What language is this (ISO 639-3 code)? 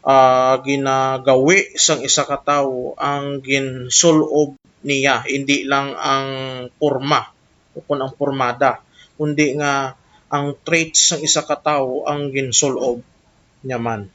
hil